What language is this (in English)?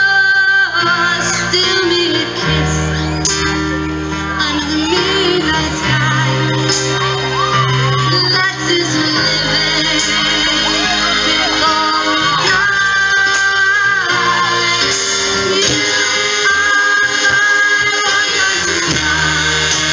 English